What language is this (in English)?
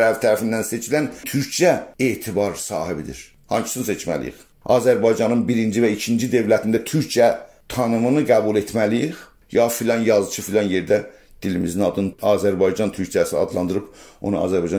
South Azerbaijani